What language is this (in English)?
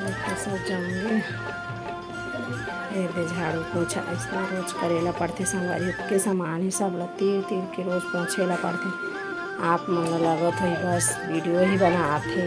Chhattisgarhi